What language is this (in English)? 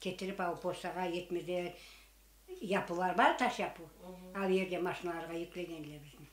Crimean Tatar